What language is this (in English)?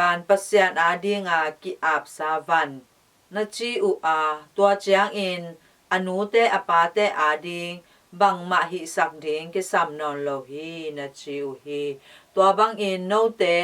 Tedim Chin